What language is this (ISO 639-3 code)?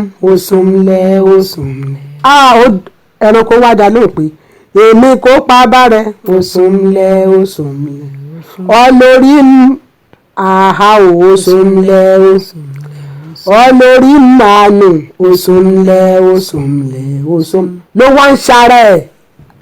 yor